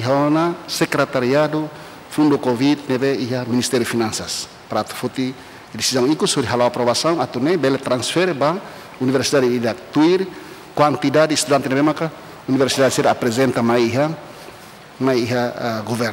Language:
Tetum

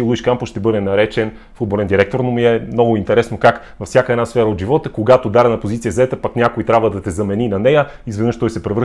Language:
Bulgarian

